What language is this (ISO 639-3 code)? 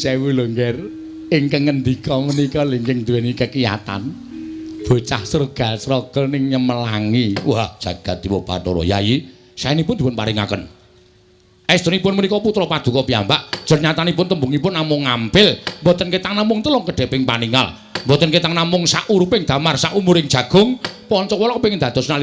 jav